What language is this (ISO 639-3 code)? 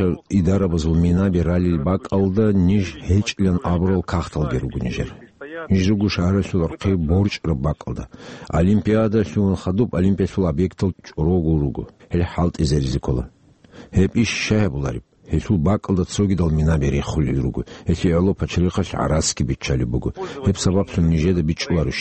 ava